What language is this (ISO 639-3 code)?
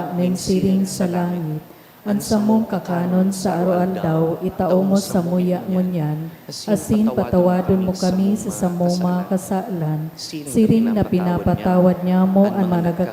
bik